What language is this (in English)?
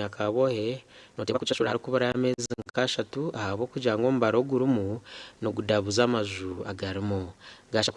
Nyankole